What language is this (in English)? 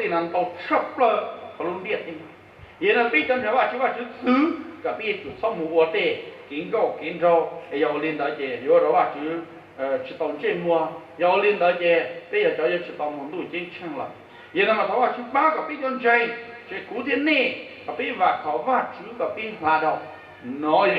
Hmong